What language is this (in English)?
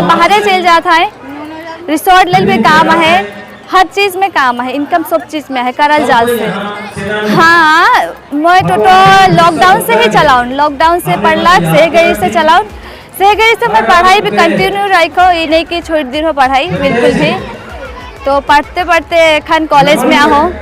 Sadri